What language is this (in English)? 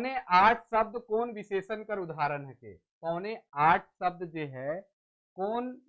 Sadri